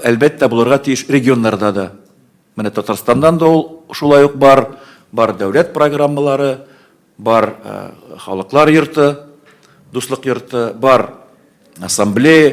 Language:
Tatar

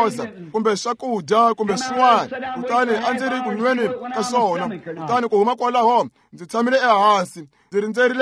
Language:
Tsonga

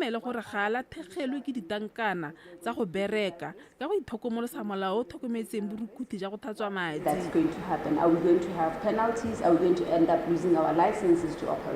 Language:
Tswana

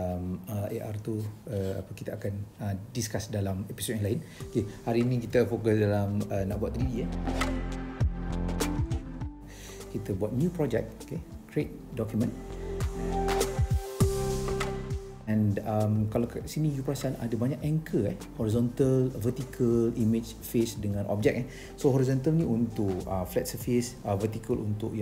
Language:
Malay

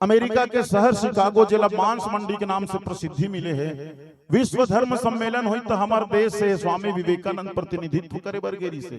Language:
Chhattisgarhi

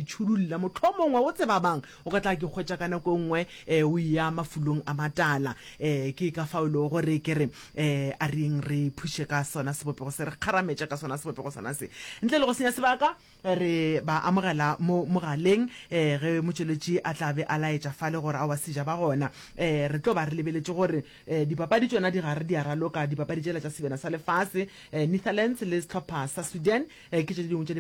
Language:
Northern Sotho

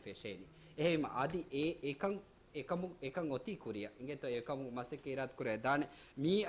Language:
Divehi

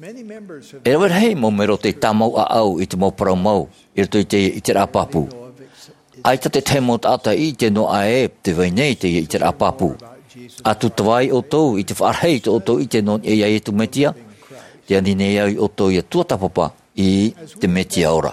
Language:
Tahitian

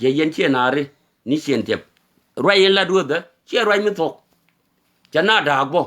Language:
Nuer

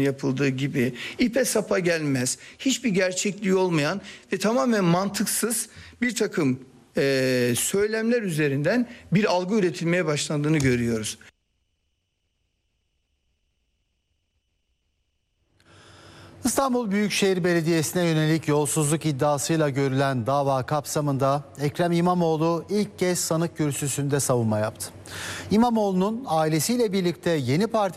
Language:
Turkish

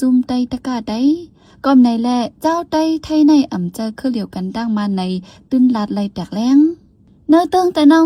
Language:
Shan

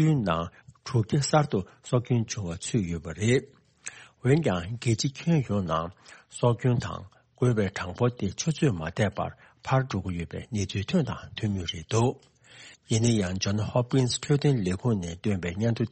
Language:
Tibetan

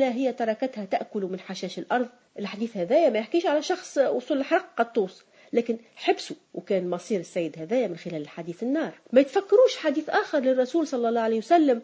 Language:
Tunisian Arabic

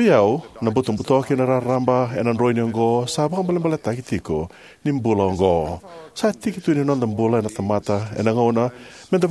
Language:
Fijian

